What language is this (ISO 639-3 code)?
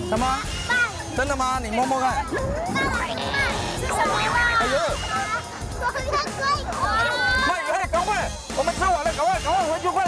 zho